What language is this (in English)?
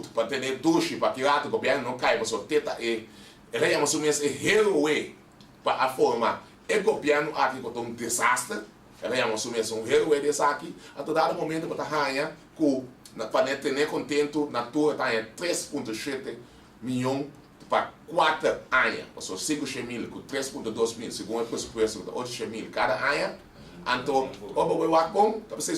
Papiamento